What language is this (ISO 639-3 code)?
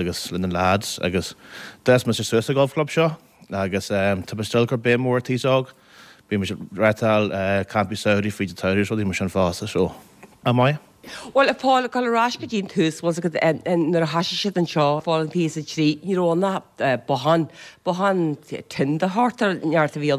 gle